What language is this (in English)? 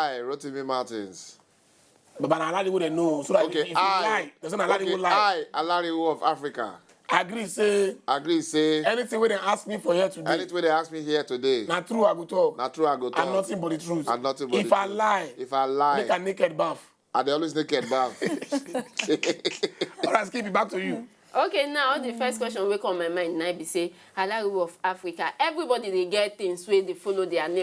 Nigerian Pidgin